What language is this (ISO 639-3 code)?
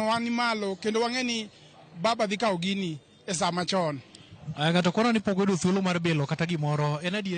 luo